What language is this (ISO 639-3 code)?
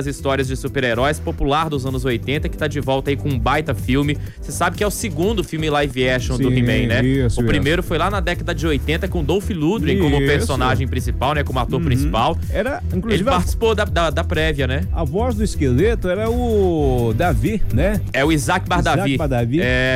por